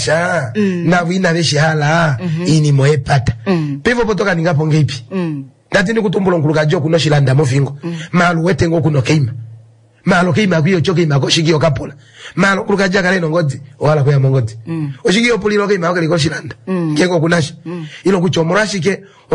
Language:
Kuanyama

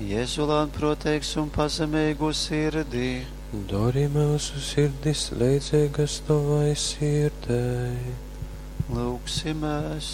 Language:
Latgalian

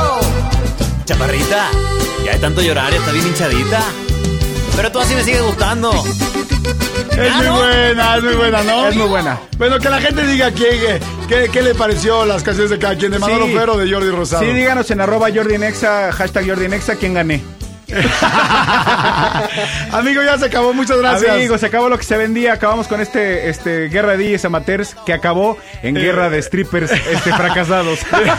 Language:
Spanish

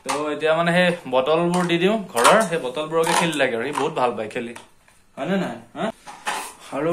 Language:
Assamese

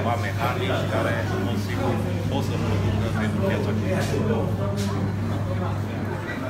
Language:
Romanian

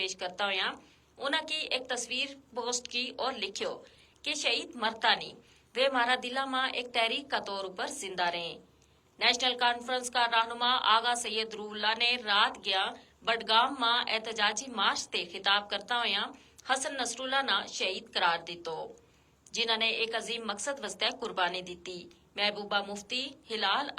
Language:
Gujari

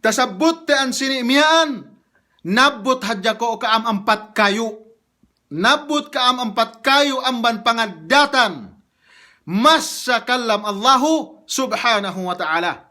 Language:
Yakan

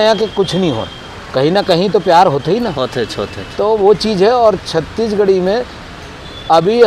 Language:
Chhattisgarhi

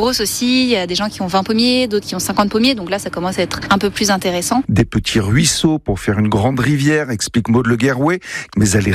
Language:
French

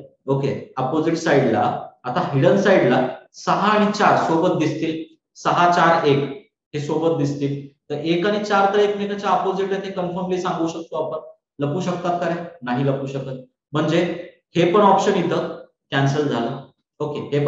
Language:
Marathi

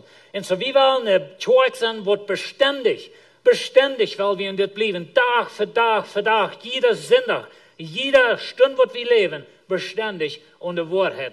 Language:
Plautdietsch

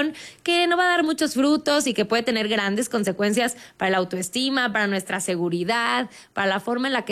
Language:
Spanish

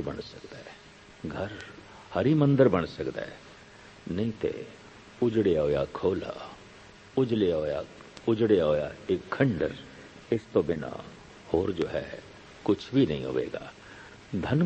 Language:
Punjabi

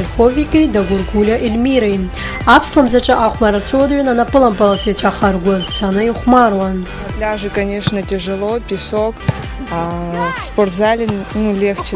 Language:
Abkhazian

